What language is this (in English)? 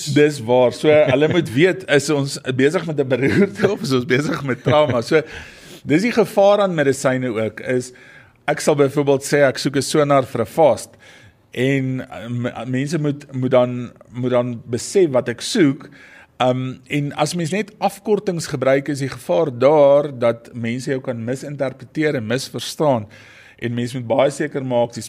Afrikaans